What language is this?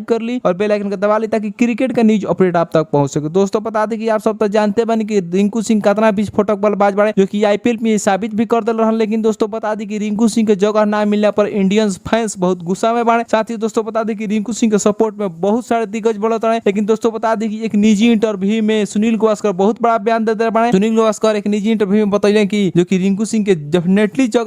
Bhojpuri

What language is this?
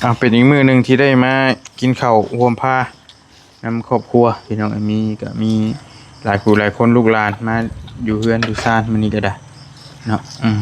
Northeastern Thai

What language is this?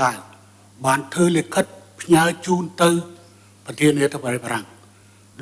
Khmer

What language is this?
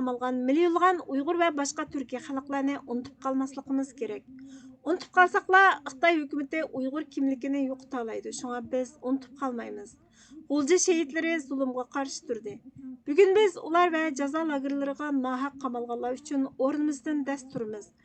Uyghur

